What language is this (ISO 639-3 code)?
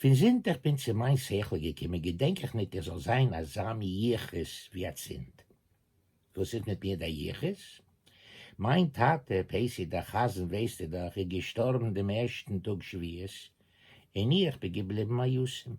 yid